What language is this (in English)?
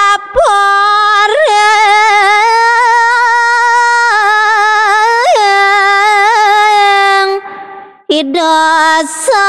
Balinese